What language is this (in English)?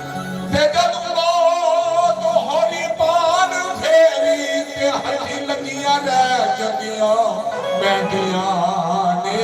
Dogri